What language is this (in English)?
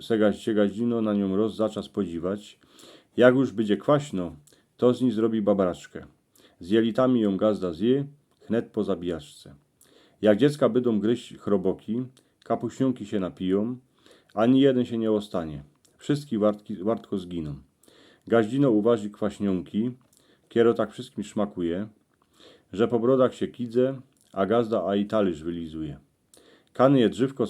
Silesian